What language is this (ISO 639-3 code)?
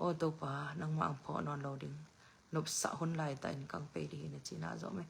ctd